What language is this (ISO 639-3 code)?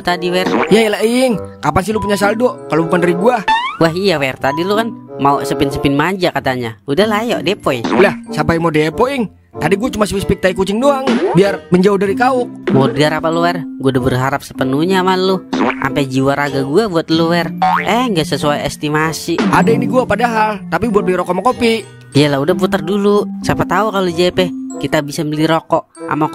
bew